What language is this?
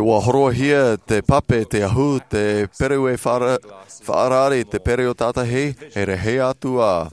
Tahitian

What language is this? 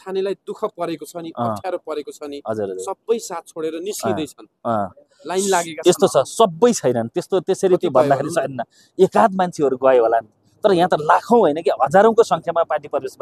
Nepali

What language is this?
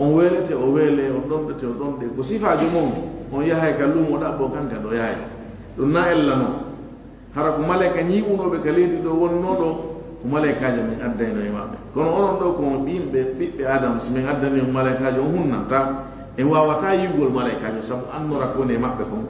Fula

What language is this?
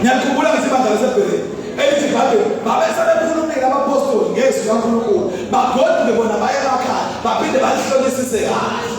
Zulu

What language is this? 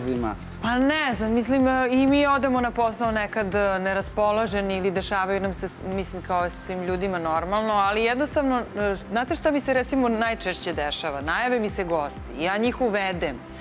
Serbian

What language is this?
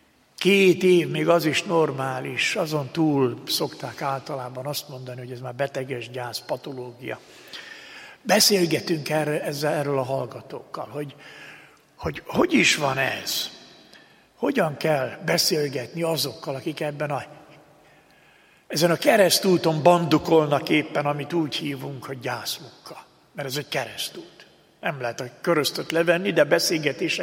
Hungarian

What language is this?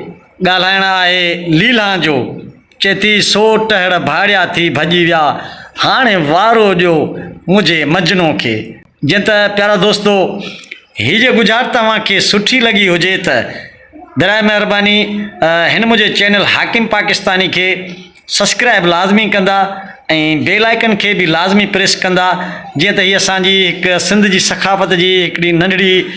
Sindhi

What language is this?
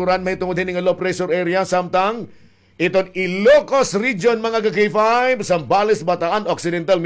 Waray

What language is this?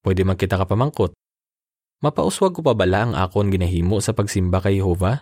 Hiligaynon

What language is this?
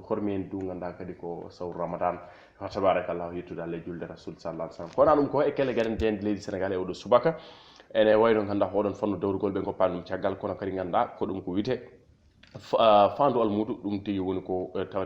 Fula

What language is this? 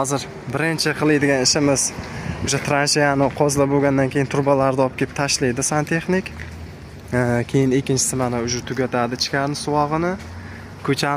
Uzbek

